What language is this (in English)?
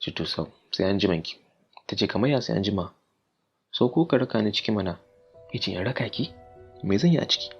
Hausa